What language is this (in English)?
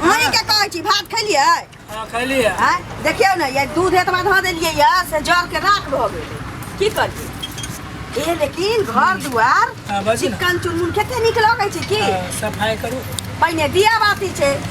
Maithili